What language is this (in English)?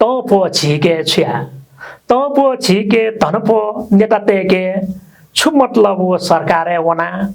Newari